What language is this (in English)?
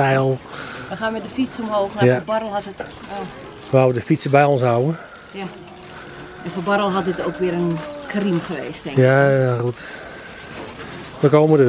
Dutch